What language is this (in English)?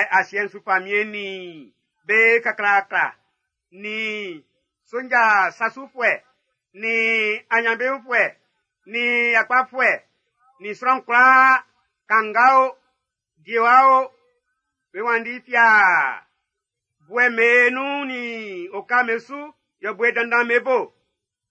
Baoulé